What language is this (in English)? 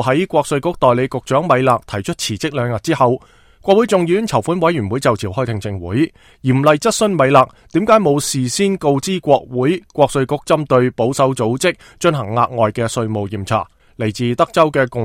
Cantonese